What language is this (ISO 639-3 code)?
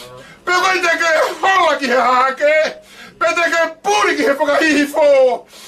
ton